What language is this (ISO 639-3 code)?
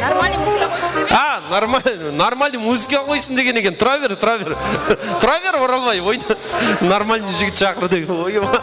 kaa